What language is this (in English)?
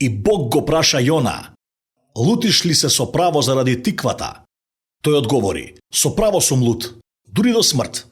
Macedonian